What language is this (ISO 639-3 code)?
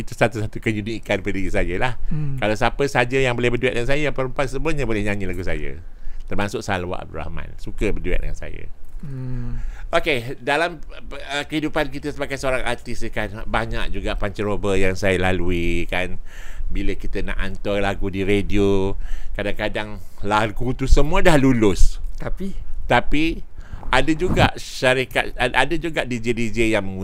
msa